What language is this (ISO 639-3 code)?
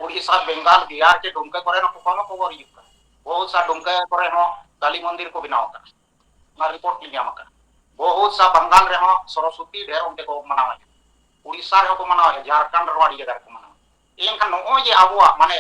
sat